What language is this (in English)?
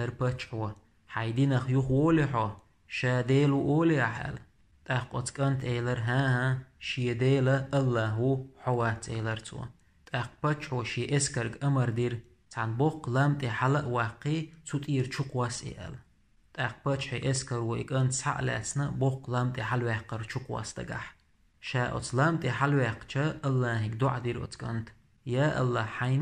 Chechen